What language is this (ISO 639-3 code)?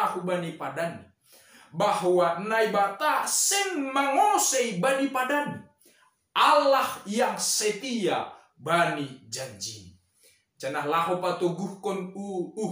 bts